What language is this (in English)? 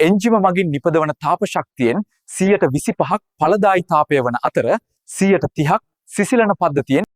Sinhala